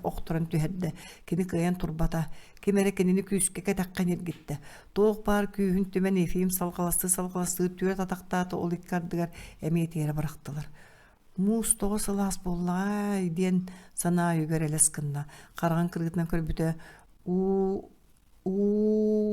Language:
Yakut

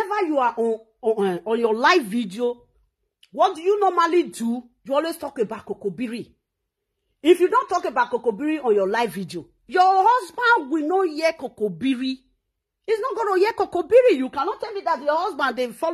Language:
Nigerian Pidgin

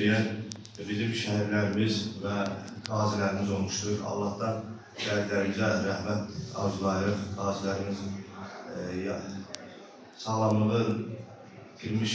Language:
Azerbaijani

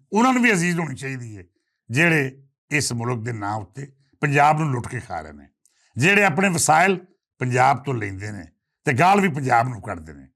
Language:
Western Panjabi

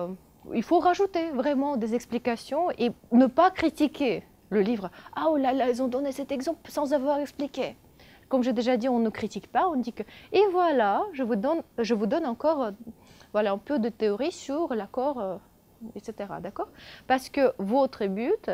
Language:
French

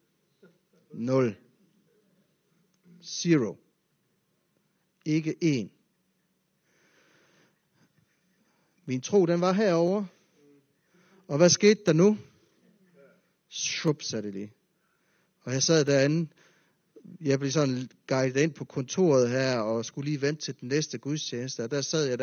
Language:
Danish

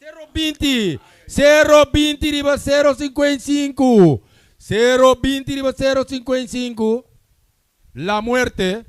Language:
Papiamento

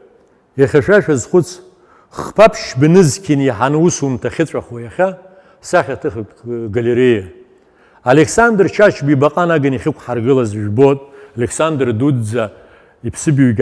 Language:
Abkhazian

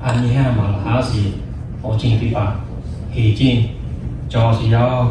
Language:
Lahu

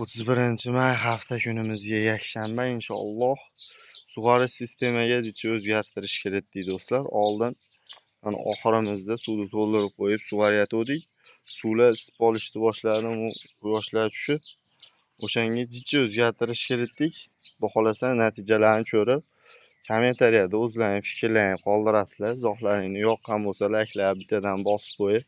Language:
Uzbek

